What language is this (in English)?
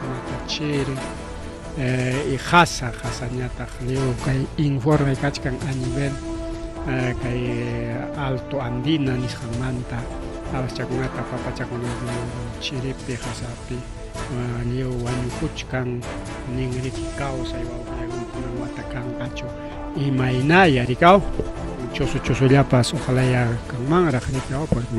Ayacucho Quechua